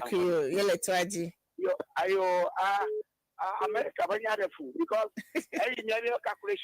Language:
Ewe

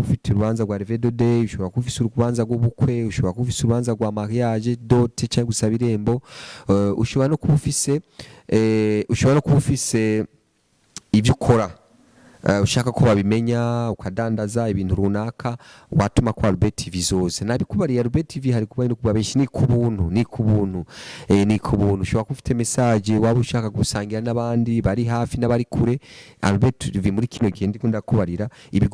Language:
Rundi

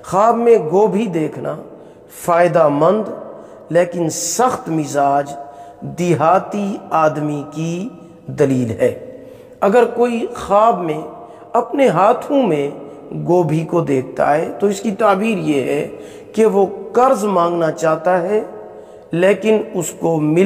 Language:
Urdu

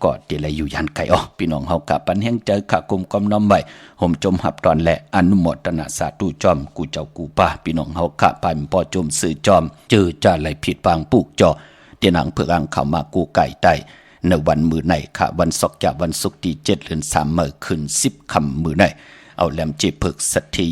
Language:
Shan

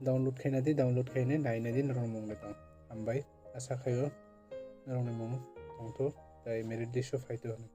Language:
Kok Borok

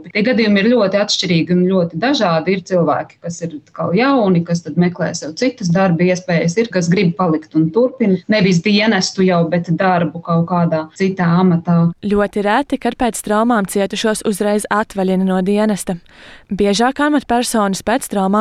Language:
Latvian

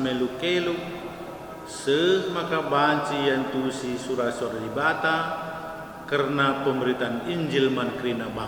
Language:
Batak Karo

